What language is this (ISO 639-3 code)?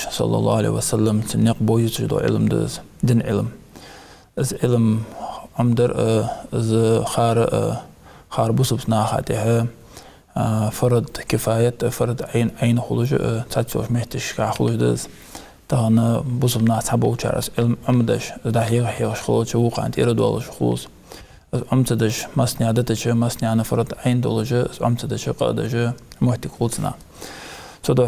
inh